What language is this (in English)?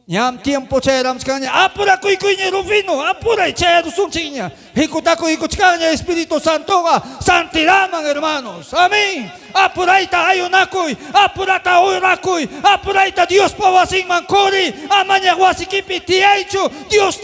Ayacucho Quechua